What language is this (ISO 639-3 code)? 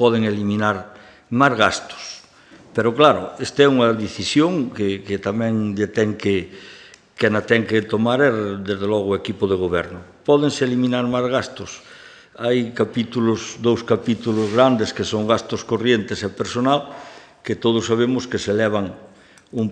glg